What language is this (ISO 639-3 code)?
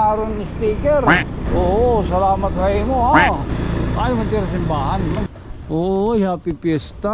war